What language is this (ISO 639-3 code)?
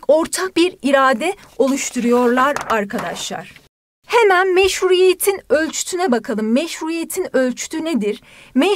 tur